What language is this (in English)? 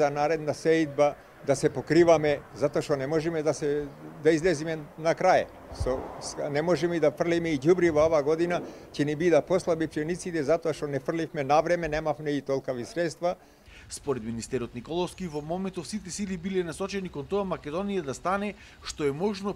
Macedonian